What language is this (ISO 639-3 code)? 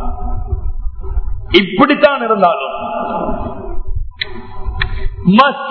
tam